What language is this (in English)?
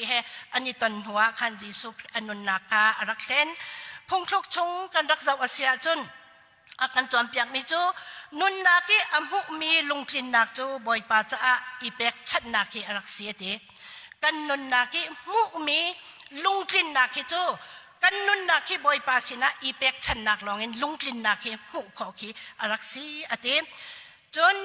Hakha Chin